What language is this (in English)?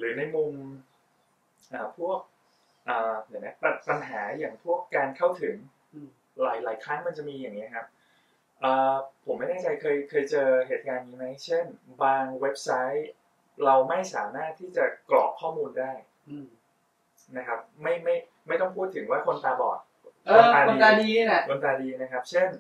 Thai